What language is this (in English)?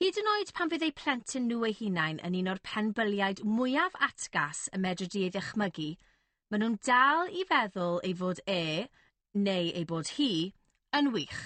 Welsh